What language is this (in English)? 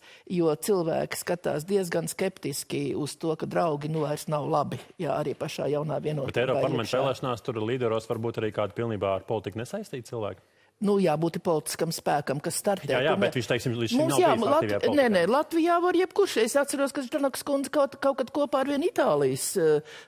Latvian